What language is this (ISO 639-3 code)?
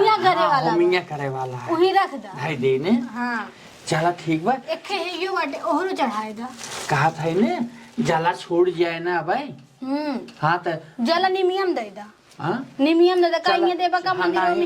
awa